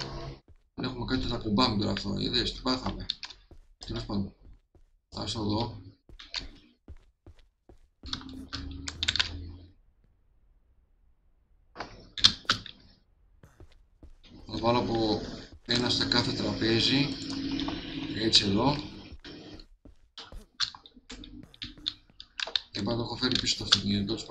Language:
Greek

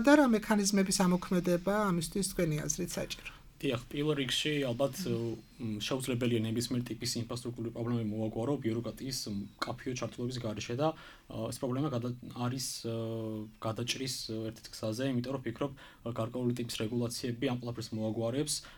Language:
Georgian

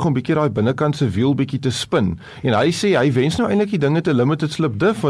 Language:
Afrikaans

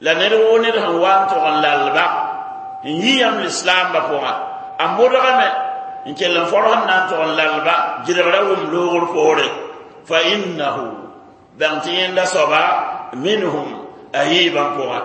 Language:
Mossi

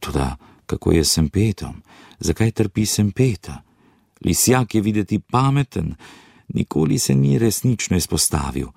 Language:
Slovenian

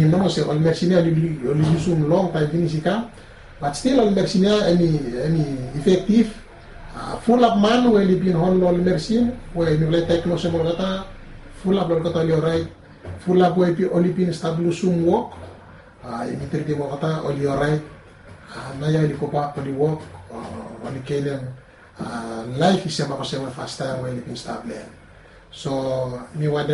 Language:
Bislama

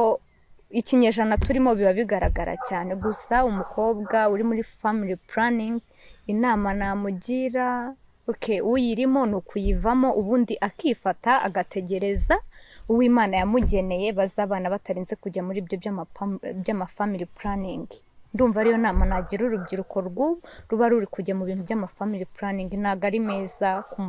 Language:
Kinyarwanda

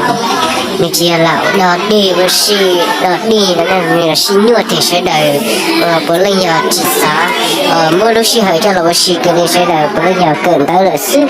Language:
Hmong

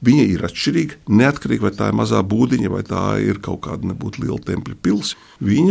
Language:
Latvian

